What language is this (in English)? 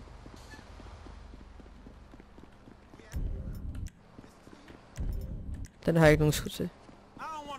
Danish